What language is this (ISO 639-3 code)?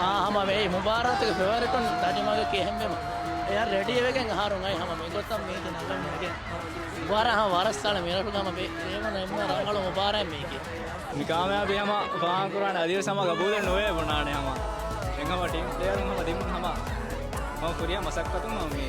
div